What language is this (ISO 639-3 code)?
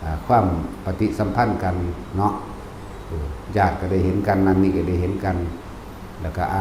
tts